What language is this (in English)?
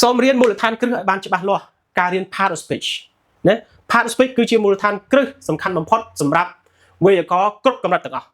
Khmer